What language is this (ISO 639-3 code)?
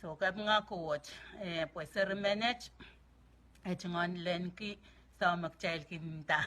pon